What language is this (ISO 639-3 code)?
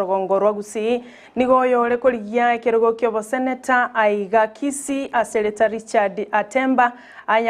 guz